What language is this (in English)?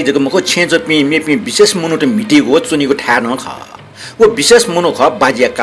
Newari